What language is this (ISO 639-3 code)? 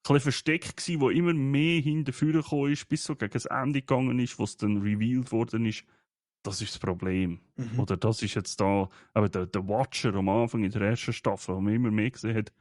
gsw